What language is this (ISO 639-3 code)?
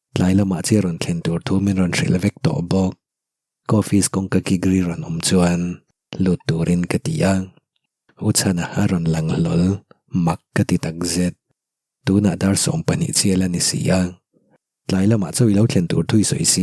lus